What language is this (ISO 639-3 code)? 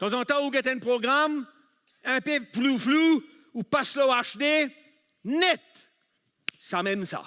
mfe